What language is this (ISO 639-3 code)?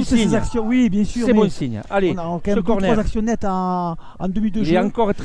fra